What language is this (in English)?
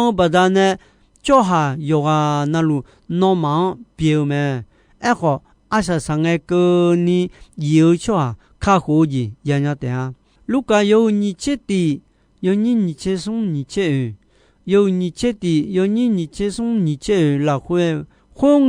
Akha